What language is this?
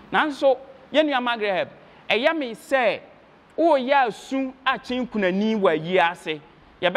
Akan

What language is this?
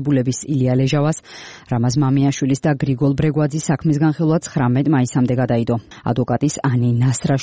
Georgian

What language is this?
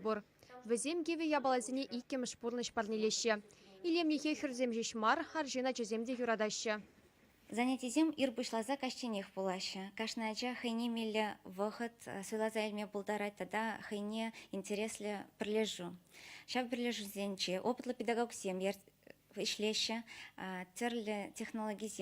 Chuvash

